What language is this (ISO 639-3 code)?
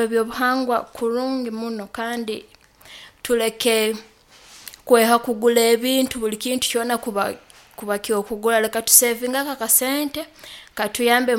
nyo